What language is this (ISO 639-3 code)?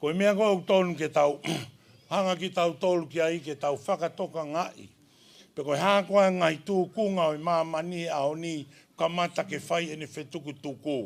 ton